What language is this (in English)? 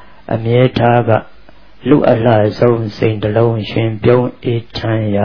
Burmese